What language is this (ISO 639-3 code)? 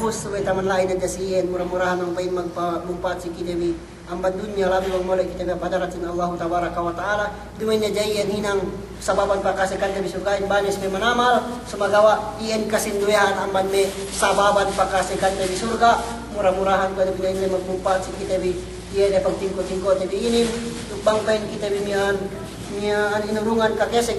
yka